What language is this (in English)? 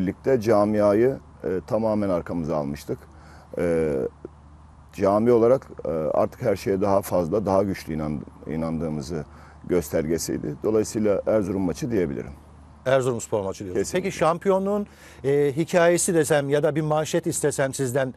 Turkish